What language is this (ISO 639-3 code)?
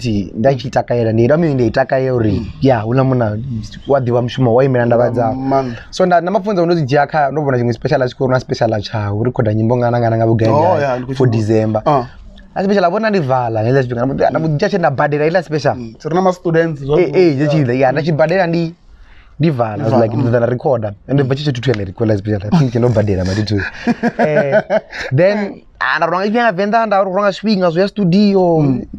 ven